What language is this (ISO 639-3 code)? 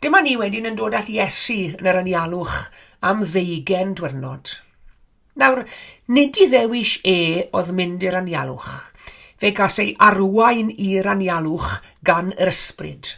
cym